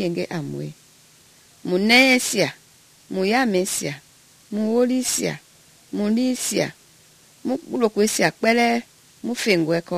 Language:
Mende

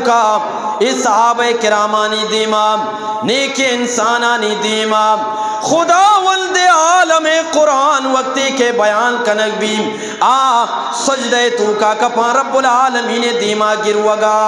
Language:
Eastern Balochi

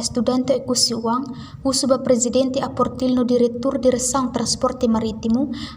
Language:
Tetum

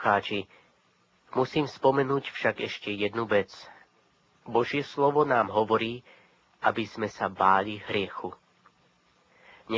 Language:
Slovak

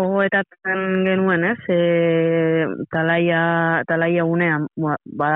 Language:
Basque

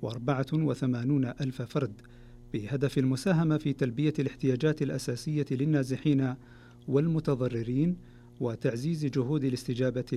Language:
Arabic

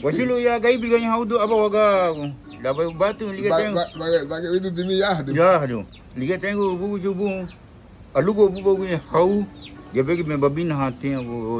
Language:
Garifuna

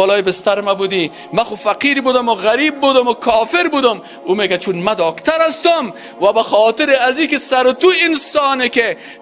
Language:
Persian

